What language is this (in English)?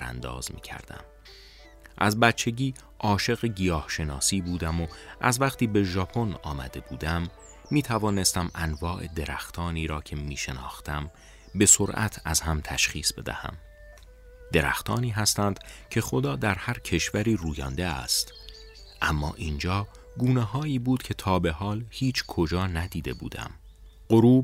Persian